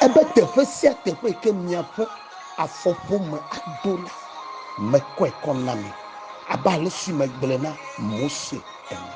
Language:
Ewe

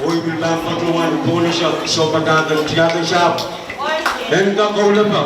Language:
Pohnpeian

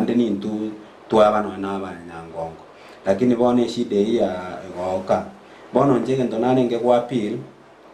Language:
Gusii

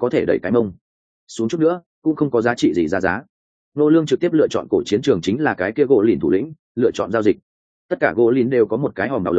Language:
Vietnamese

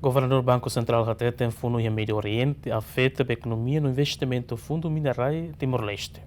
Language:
Tetum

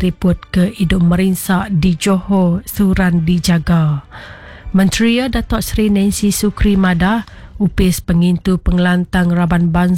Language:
Iban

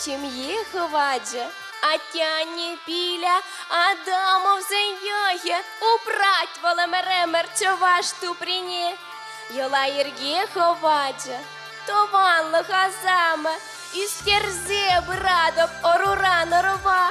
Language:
Chuvash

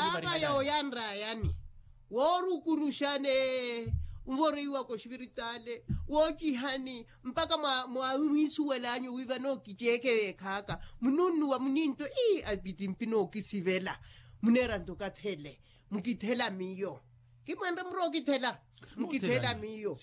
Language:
Makhuwa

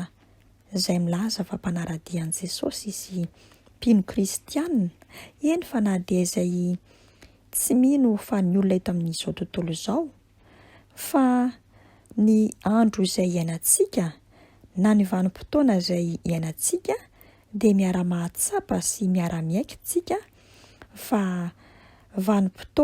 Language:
Malagasy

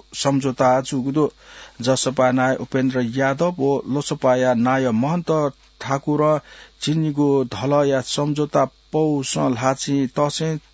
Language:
Newari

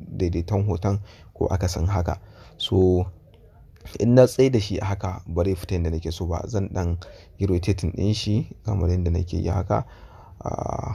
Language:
Hausa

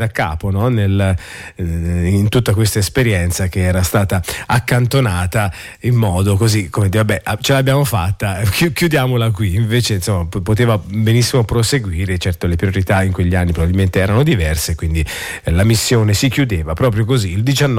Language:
Italian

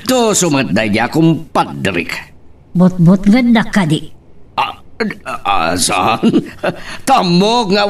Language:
Iloko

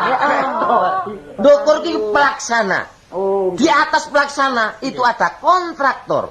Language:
Javanese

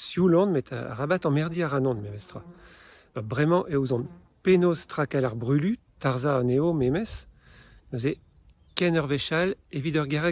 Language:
Breton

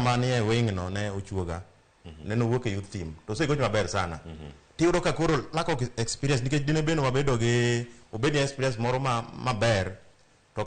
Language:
Luo (Kenya and Tanzania)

